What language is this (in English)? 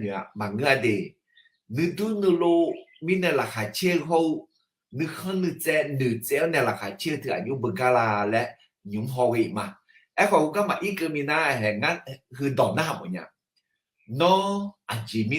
Akha